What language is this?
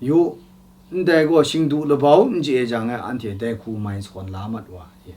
Kachin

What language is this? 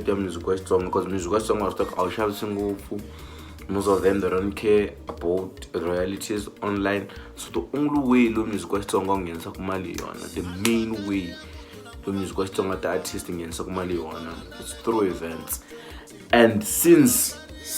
Tsonga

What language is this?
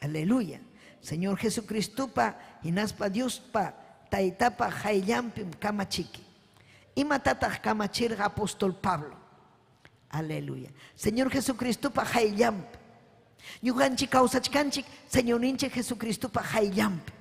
Ayacucho Quechua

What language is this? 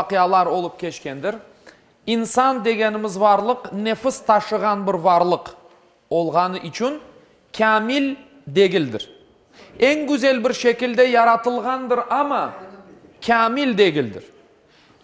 Crimean Tatar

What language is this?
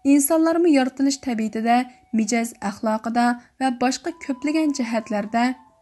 Uyghur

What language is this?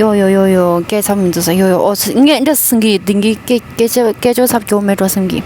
Tibetan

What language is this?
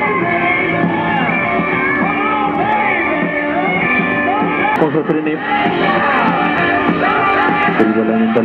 Icelandic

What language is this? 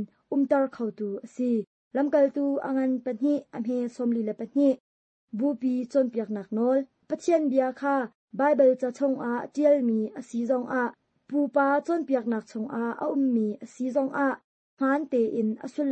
Hakha Chin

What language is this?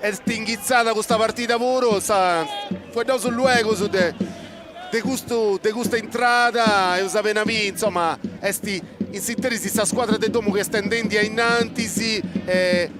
Sardinian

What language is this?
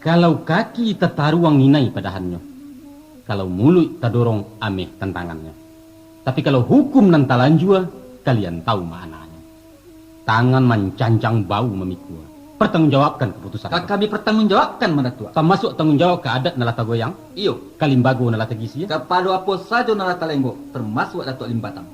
Minangkabau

